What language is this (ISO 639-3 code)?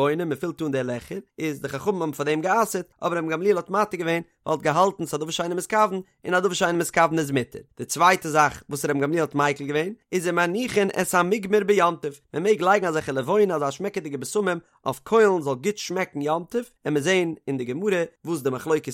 yid